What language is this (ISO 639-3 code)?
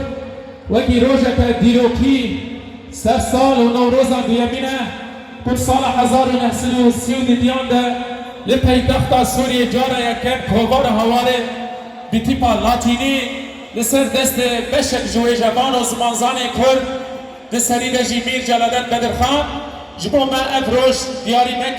kur